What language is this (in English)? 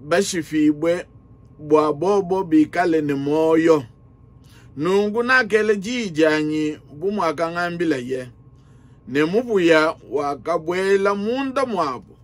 Luba-Lulua